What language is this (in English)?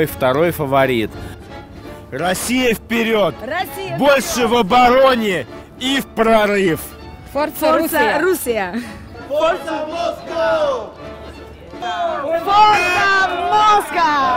Russian